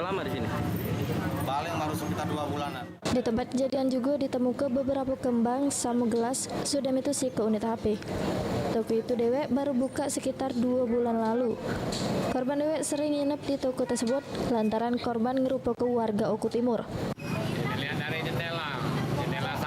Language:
Musi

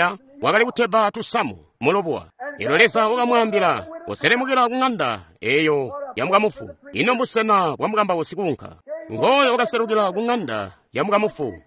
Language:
Tonga (Zambia)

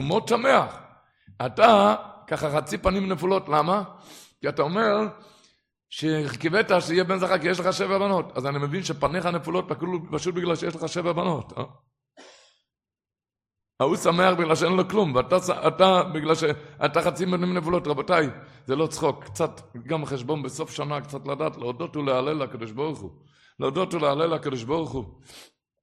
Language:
Hebrew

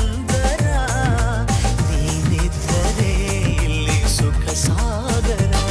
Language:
Kannada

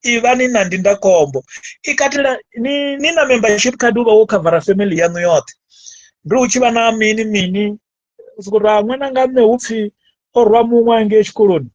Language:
Venda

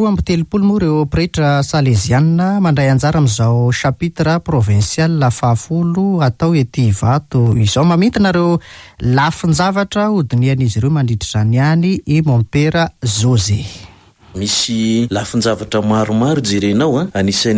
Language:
Malagasy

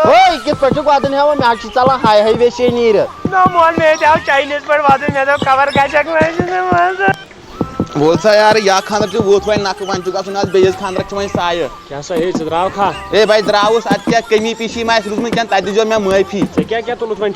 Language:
Kashmiri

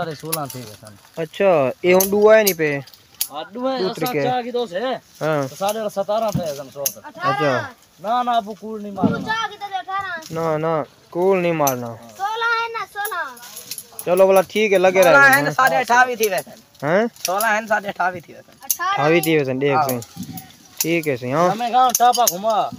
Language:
Saraiki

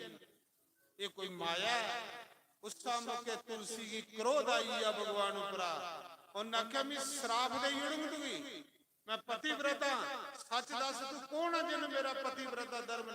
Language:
Dogri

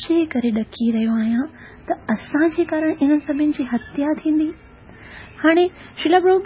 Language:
Sindhi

